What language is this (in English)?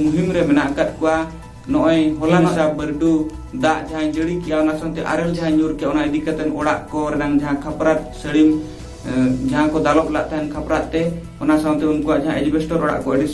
Santali